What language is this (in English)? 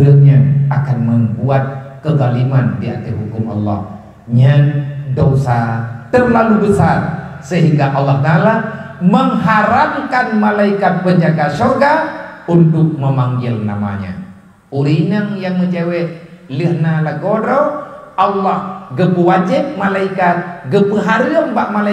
Achinese